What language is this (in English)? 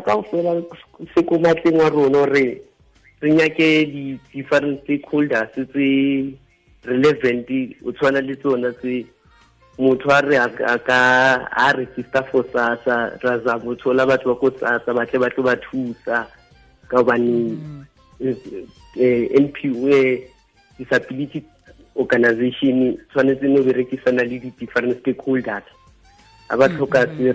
Tswana